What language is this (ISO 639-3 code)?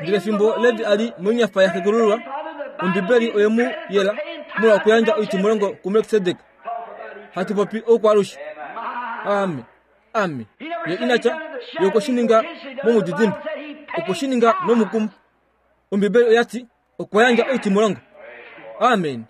kua